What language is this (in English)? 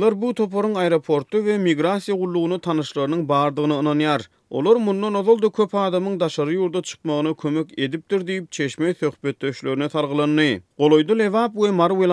Turkmen